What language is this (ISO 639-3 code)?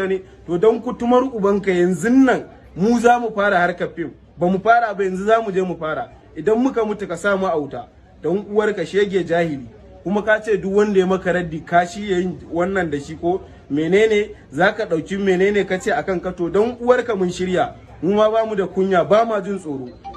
hau